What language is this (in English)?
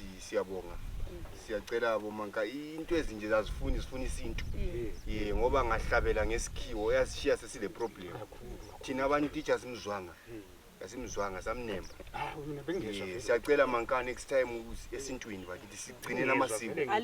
North Ndebele